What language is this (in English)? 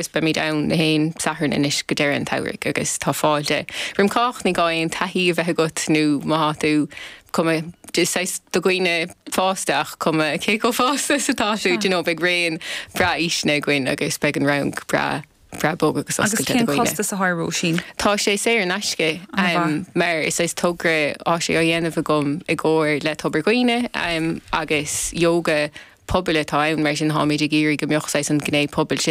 Irish